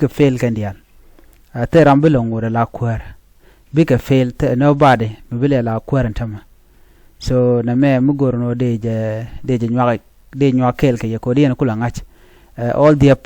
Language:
Nuer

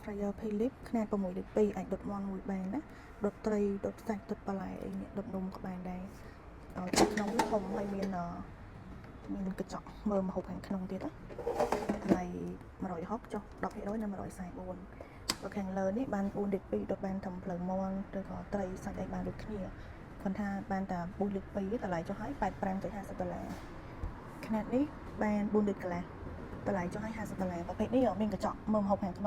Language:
Khmer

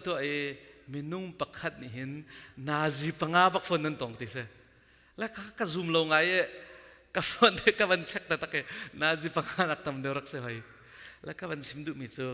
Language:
Hakha Chin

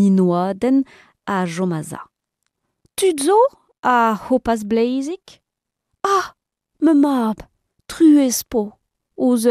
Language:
Breton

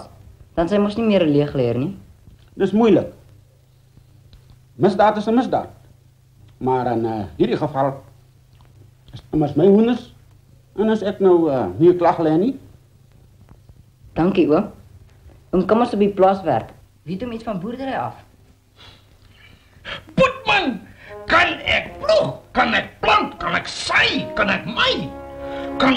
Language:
Afrikaans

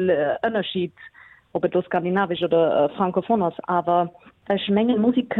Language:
Luxembourgish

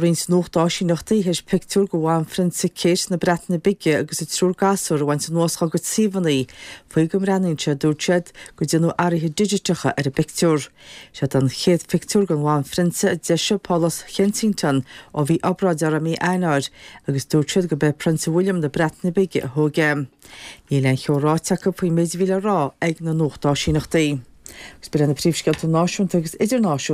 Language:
Irish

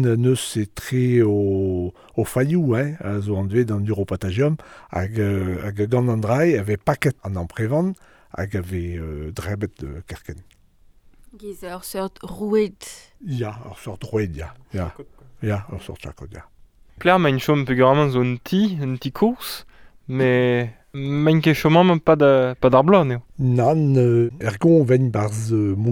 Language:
Breton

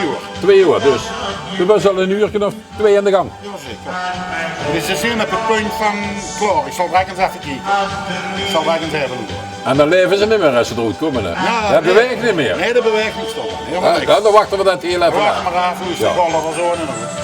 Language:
Limburgish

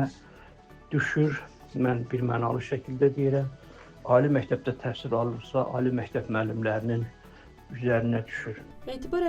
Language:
Azerbaijani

